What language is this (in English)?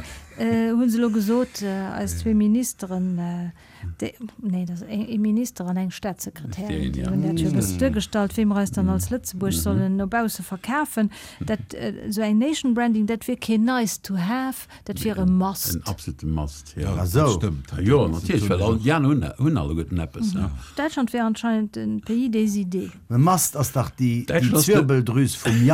Luxembourgish